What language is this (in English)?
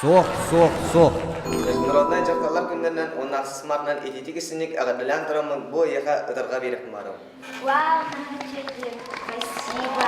Yakut